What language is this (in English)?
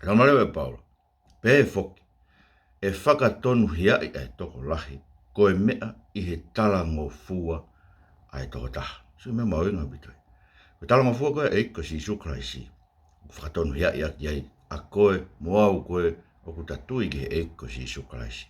Tongan